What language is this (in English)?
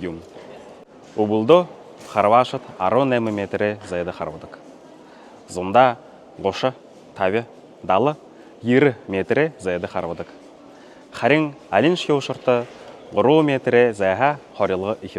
Buriat